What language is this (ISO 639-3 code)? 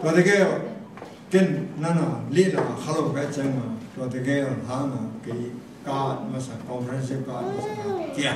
ctd